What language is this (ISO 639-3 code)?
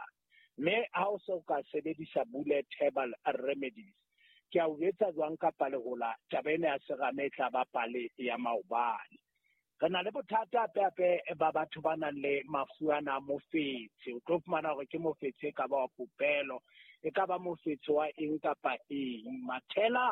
sot